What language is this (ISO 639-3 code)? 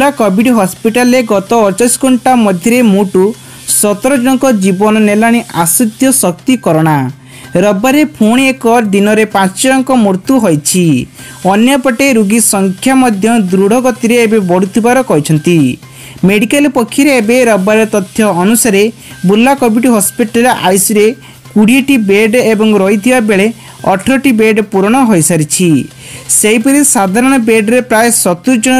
ori